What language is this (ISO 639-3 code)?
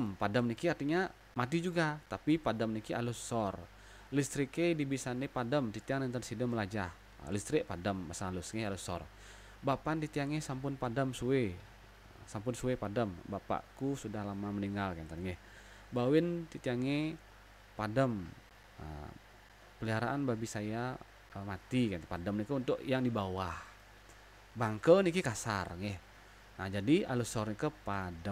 ban